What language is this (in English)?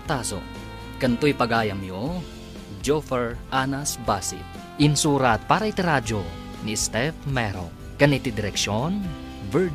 Iloko